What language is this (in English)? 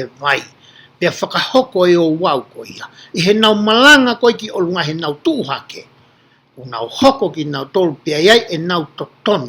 Tongan